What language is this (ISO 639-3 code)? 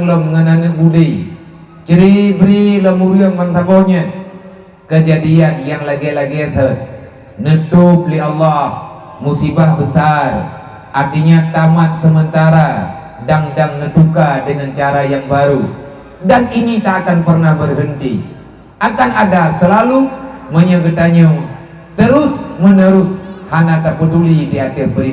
ace